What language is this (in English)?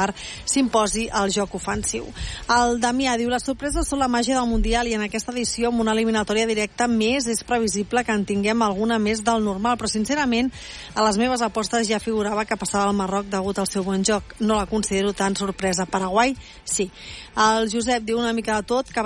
Catalan